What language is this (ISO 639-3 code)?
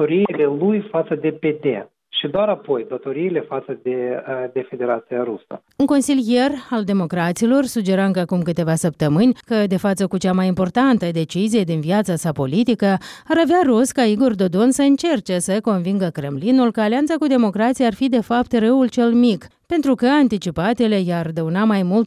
ron